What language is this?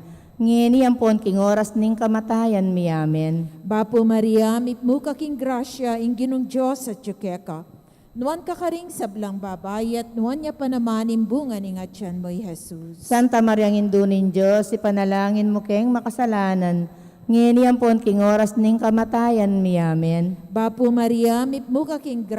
Pampanga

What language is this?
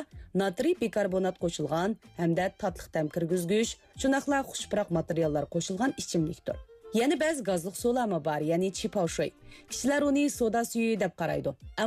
Uyghur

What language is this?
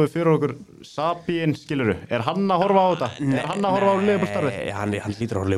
Icelandic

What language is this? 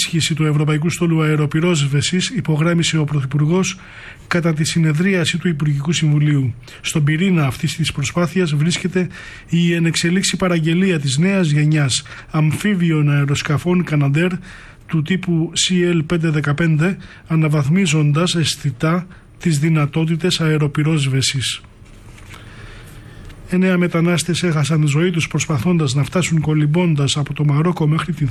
Greek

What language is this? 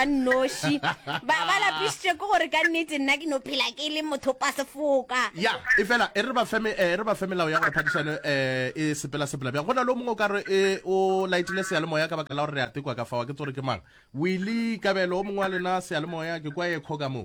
Northern Sotho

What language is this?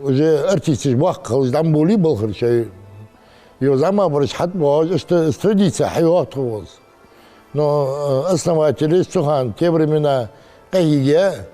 Ingush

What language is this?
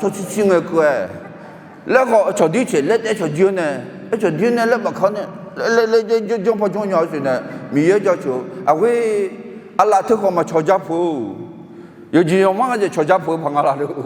Akha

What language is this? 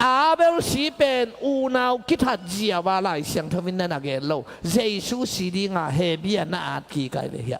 Tedim Chin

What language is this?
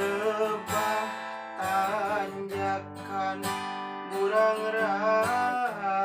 Sundanese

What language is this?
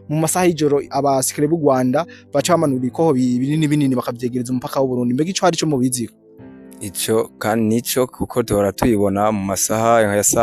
Rundi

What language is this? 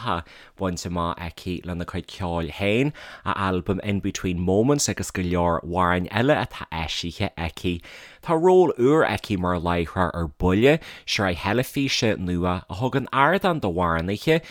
Irish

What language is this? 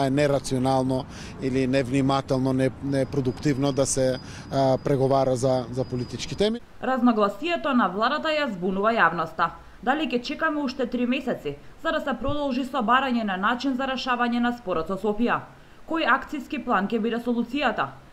Macedonian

